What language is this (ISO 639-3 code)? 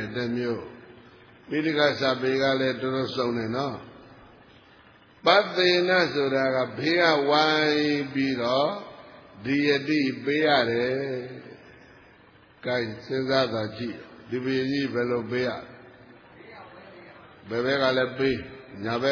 mya